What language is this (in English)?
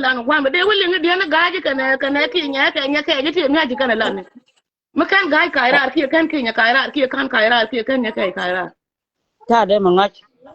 Nuer